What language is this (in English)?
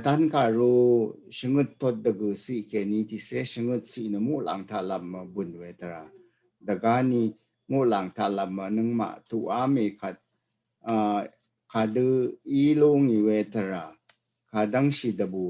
Rawang